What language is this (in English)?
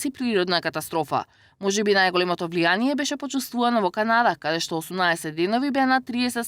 Macedonian